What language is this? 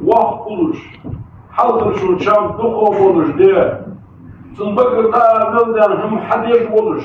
Ingush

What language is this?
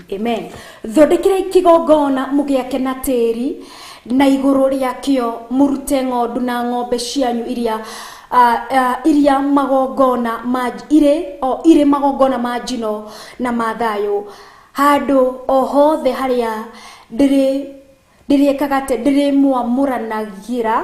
Kikuyu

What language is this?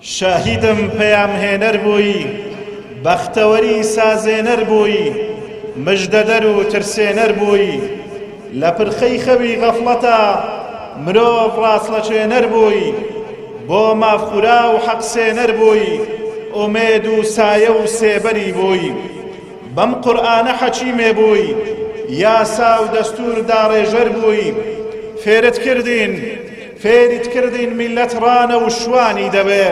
Central Kurdish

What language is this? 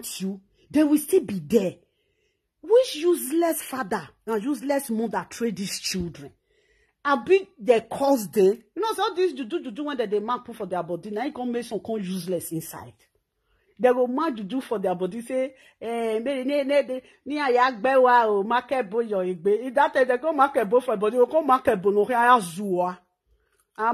Nigerian Pidgin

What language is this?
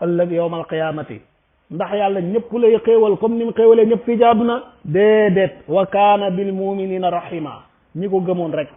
Wolof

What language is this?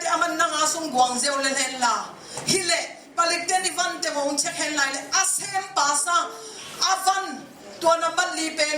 Tedim Chin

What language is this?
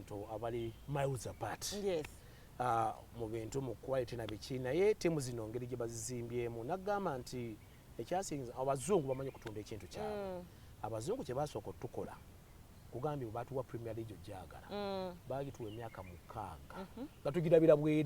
Ganda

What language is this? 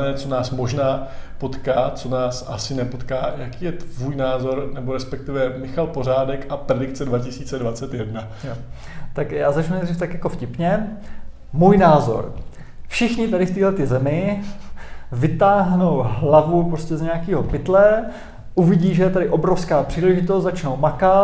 Czech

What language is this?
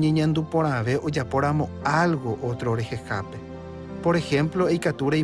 Guarani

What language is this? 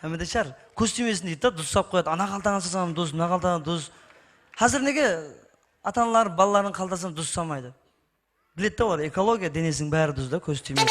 Kara-Kalpak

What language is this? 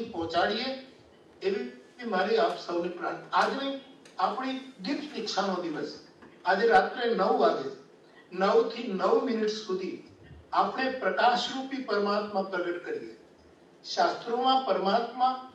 Gujarati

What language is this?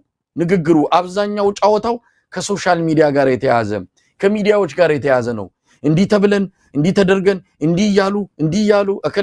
Amharic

